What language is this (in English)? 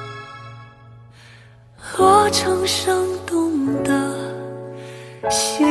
Chinese